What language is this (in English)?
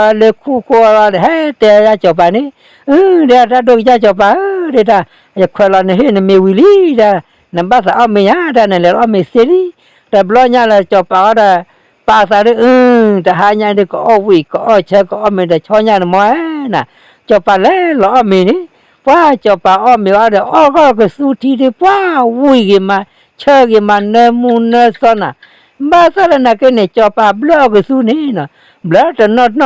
S'gaw Karen